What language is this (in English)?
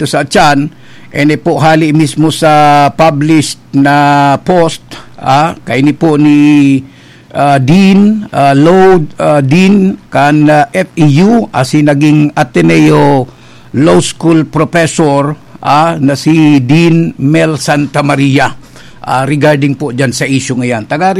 Bikol